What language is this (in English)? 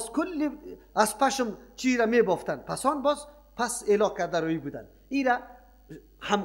Persian